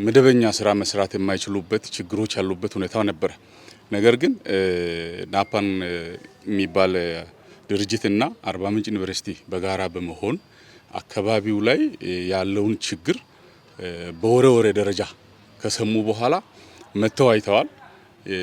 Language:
Amharic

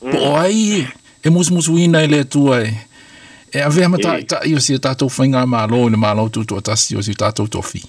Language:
Samoan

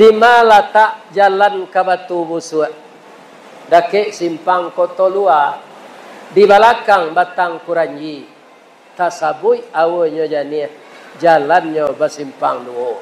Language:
Minangkabau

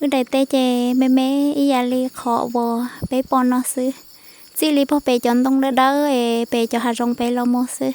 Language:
Hmong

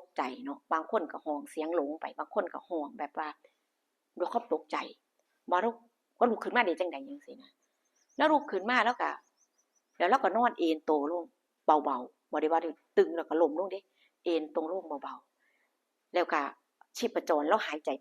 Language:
Northeastern Thai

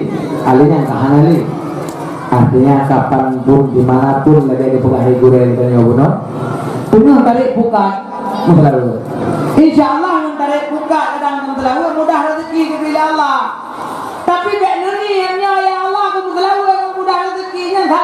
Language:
Achinese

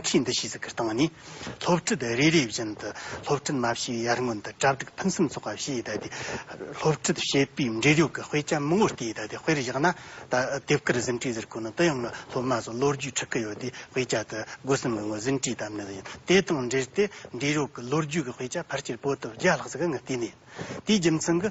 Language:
Tibetan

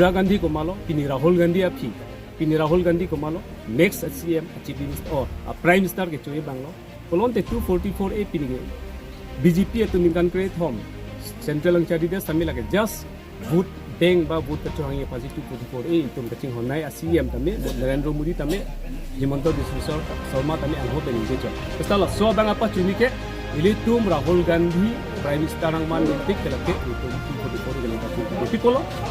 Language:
Karbi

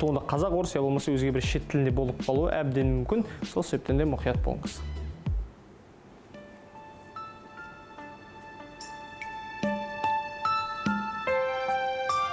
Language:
Kazakh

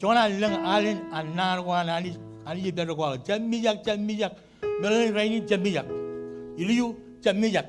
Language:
Marshallese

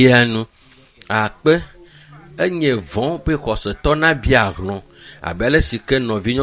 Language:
Ewe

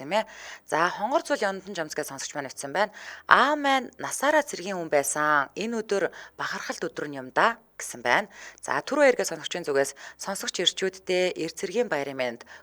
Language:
Mongolian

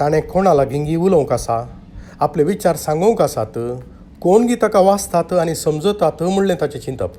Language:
Konkani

